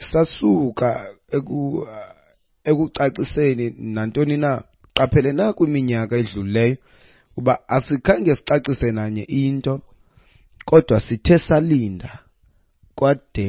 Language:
Xhosa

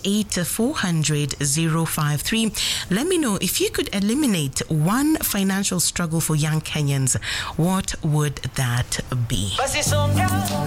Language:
Swahili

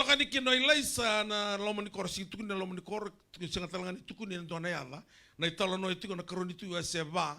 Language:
Fijian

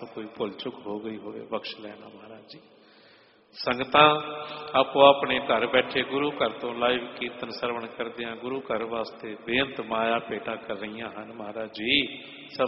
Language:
Punjabi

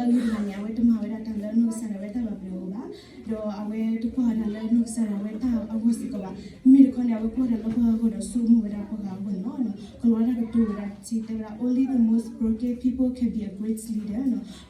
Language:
S'gaw Karen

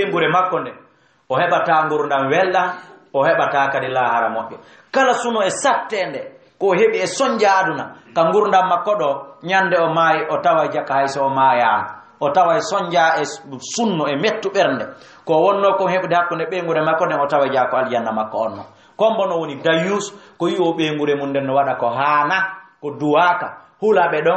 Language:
Fula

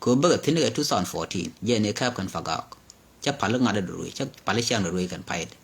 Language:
Nuer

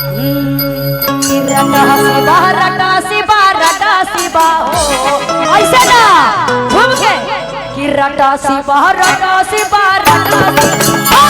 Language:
Magahi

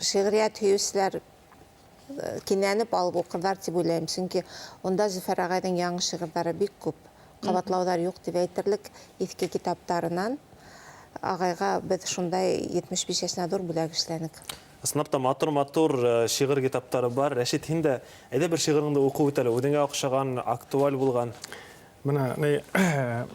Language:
Bashkir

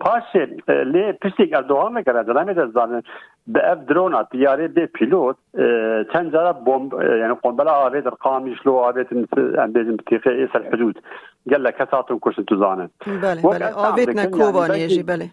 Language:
Kurdish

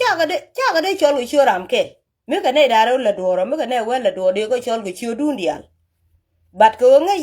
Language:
Nuer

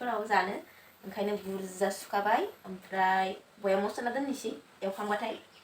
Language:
Bodo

